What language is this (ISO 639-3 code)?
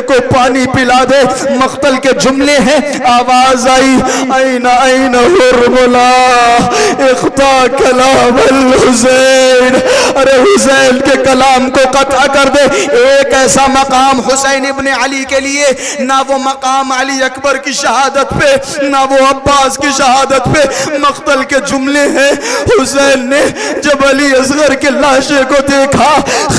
urd